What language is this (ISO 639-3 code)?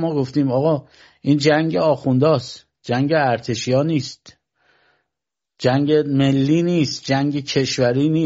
fas